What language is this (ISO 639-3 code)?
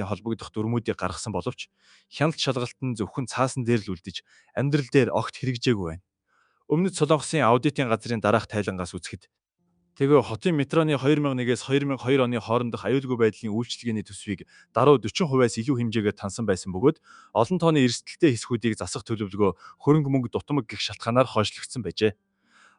mon